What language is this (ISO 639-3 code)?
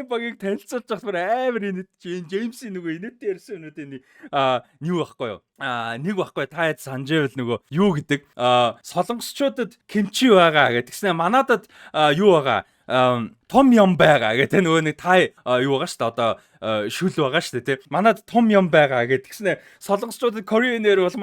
mon